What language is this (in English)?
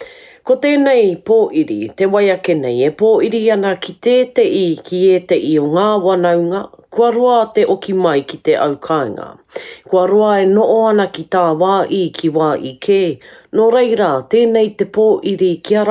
Māori